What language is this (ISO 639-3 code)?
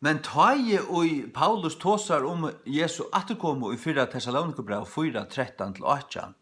fao